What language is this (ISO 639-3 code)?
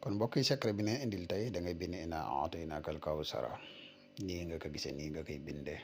wol